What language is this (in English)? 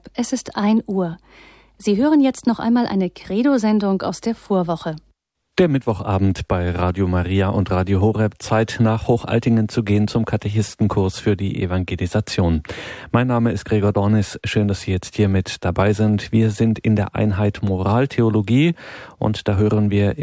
German